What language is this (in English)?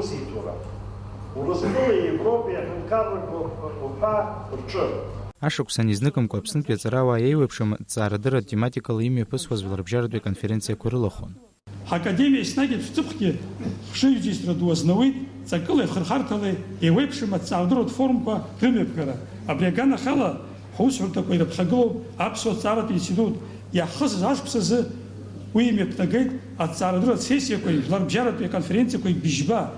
Abkhazian